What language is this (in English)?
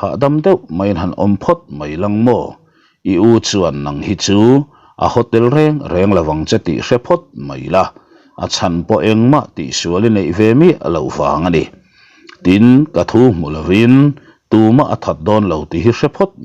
Mizo